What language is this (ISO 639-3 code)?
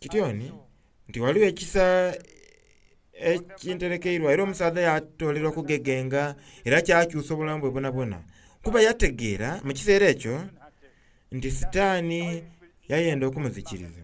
xog